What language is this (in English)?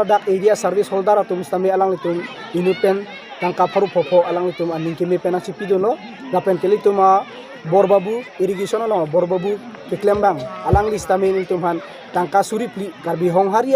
Karbi